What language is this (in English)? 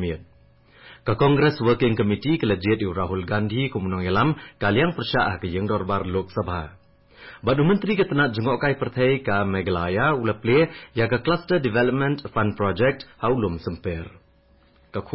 Khasi